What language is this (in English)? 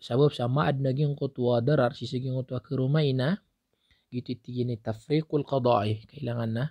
Maranao